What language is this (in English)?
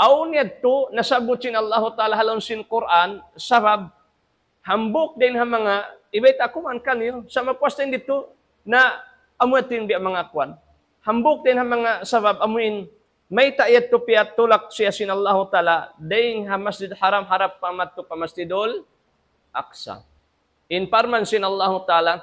Tausug